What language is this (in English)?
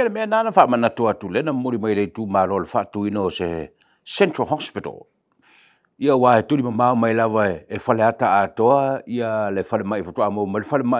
Samoan